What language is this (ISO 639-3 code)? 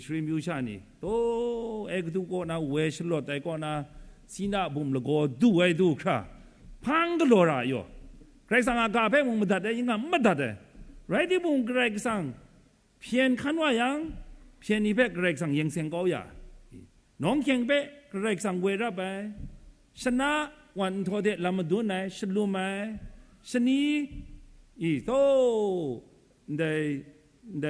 kac